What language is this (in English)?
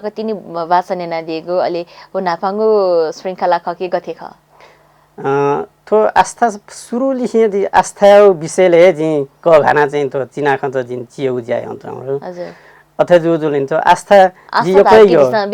Newari